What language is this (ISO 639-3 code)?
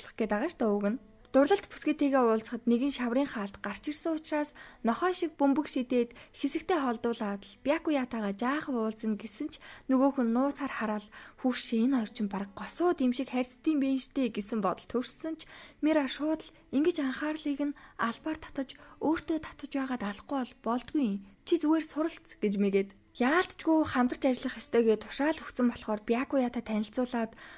mon